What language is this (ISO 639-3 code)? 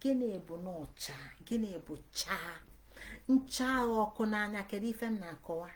ibo